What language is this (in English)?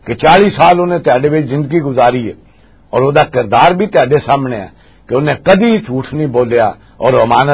Western Panjabi